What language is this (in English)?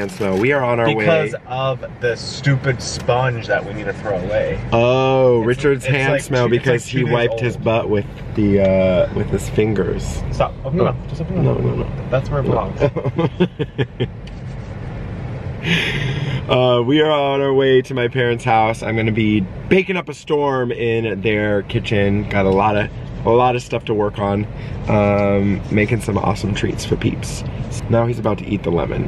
English